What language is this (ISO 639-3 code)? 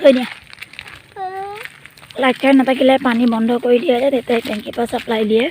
asm